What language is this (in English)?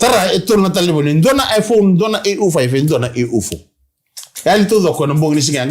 Fijian